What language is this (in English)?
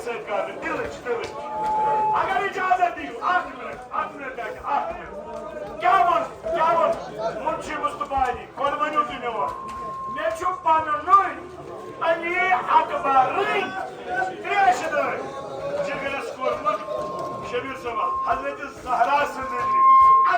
Kashmiri